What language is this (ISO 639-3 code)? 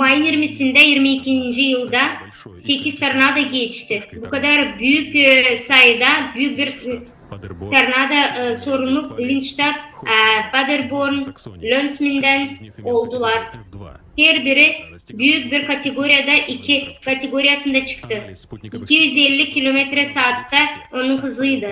gag